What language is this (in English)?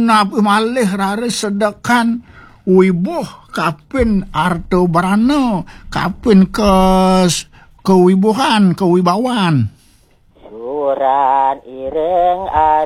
Balinese